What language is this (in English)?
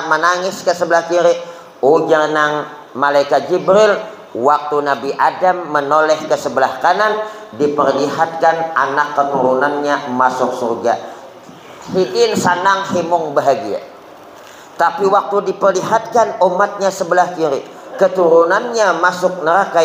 Banjar